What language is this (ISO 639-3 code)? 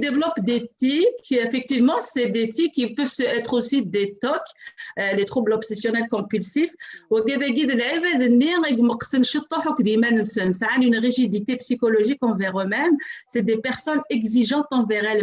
kab